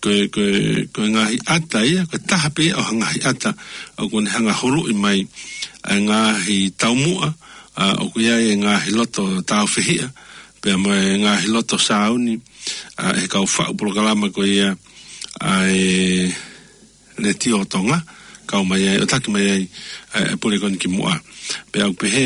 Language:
Tongan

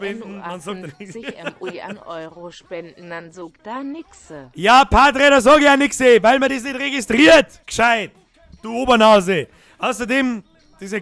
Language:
Bavarian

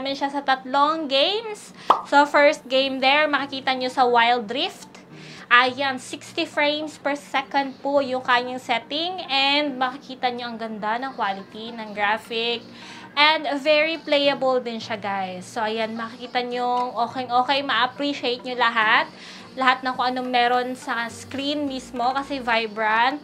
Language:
Filipino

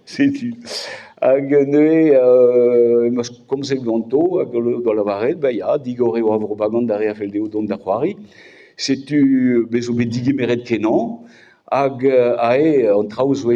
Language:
Breton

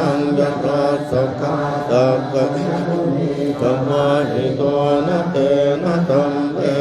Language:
Pali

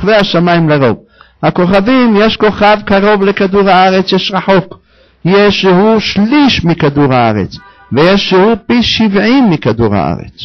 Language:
Hebrew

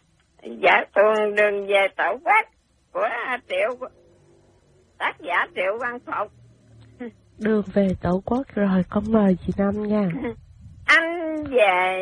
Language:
Vietnamese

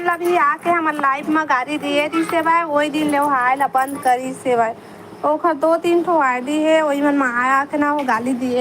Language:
Chhattisgarhi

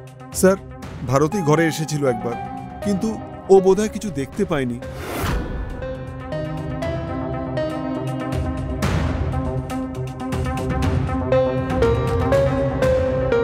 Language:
Bangla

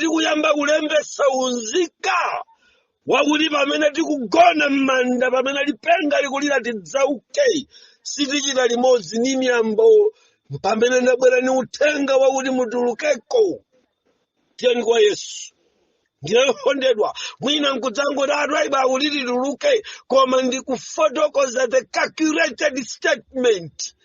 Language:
Nyanja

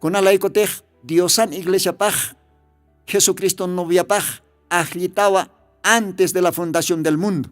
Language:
Aymara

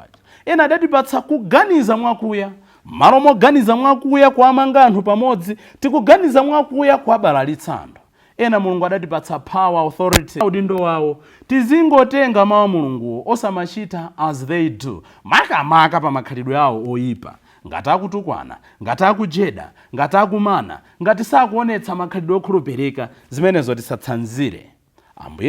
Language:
Nyanja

